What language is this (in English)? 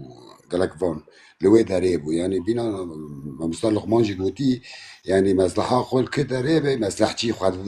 Kurdish